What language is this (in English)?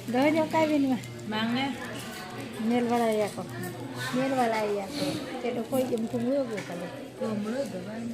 Santali